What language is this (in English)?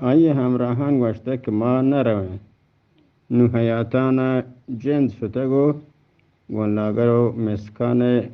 Eastern Balochi